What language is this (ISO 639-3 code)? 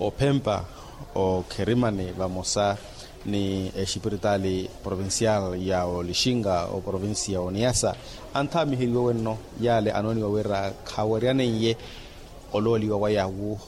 vmw